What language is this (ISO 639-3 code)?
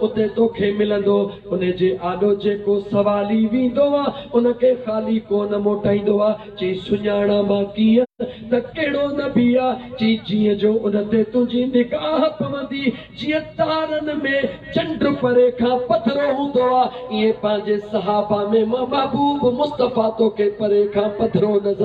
snd